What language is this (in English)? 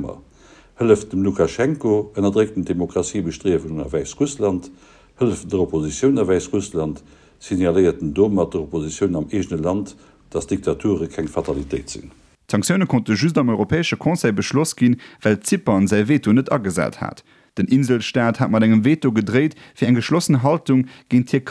Luxembourgish